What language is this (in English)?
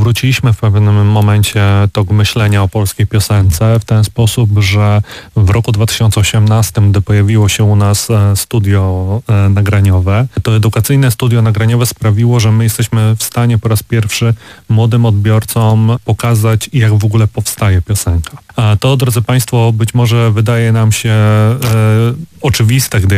Polish